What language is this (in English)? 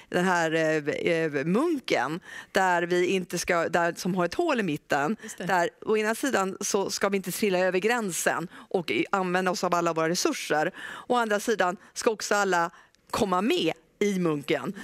Swedish